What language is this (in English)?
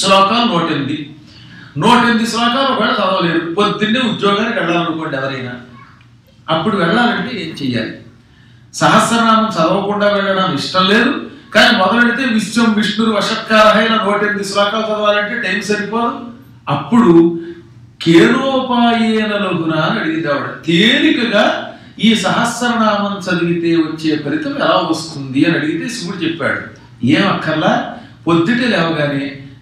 Telugu